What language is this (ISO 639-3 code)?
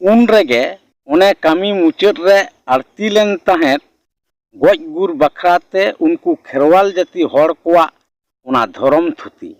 sat